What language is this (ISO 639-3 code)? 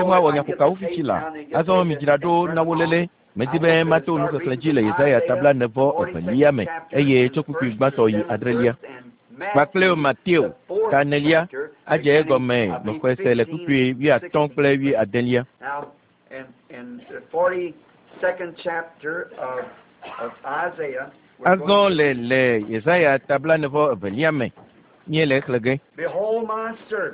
ewe